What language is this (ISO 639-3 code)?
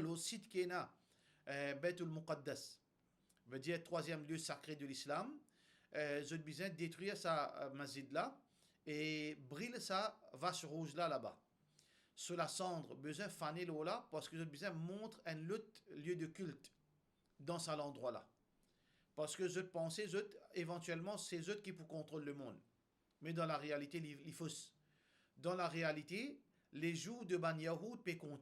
mfe